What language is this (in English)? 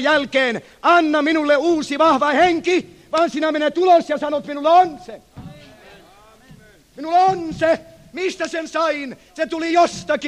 Finnish